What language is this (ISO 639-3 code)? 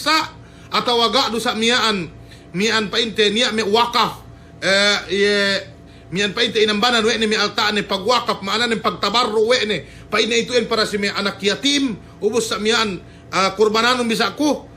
yka